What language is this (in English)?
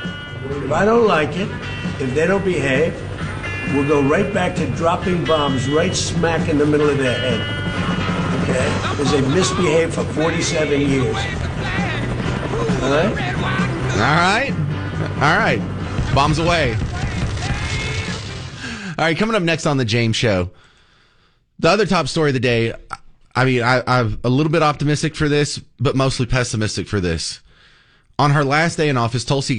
English